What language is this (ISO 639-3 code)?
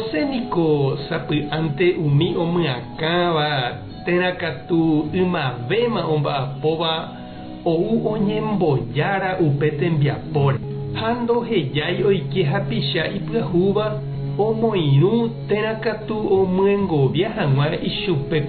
grn